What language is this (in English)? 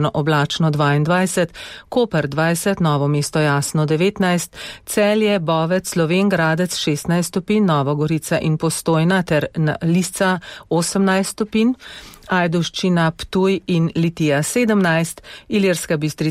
Slovenian